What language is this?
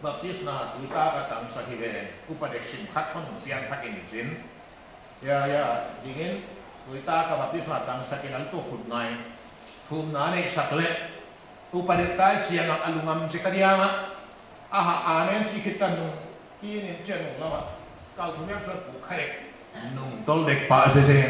Paite Chin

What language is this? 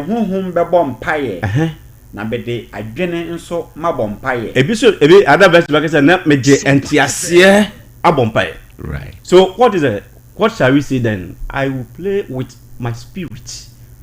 Akan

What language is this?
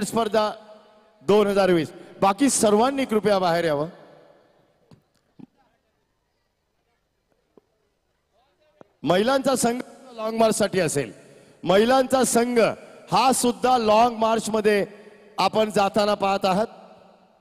Marathi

